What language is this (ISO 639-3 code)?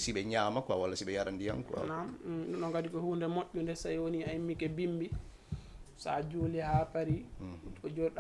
ful